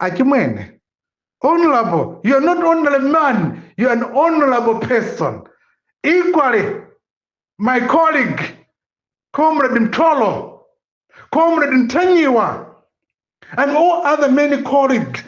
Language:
Nyanja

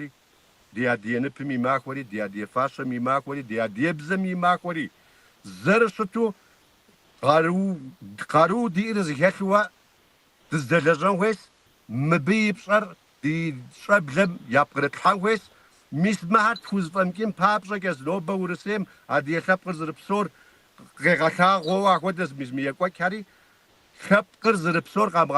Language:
Kabardian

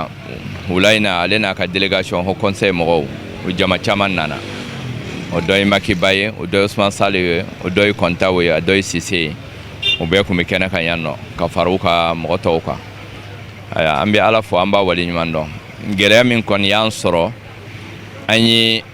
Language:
Bambara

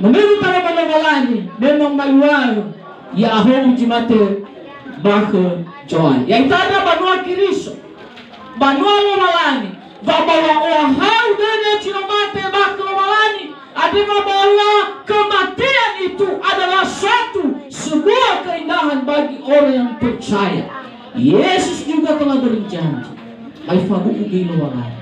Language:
Nias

